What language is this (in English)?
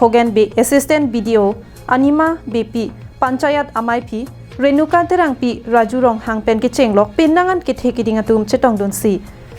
Karbi